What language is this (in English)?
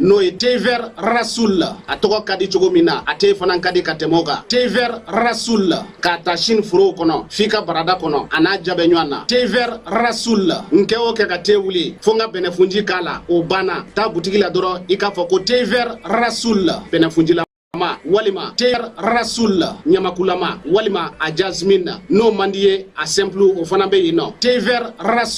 Bambara